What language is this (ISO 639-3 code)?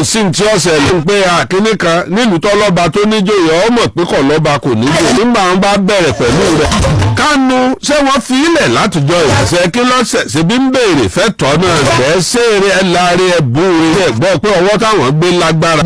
yor